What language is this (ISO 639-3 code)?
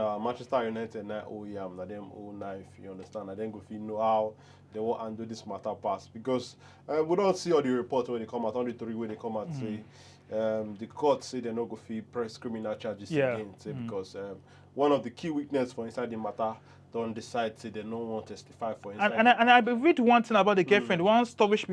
pcm